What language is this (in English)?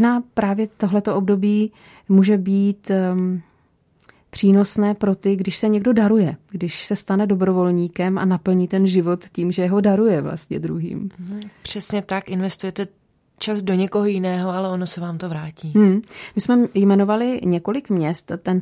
Czech